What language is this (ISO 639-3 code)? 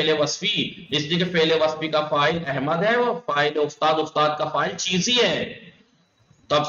urd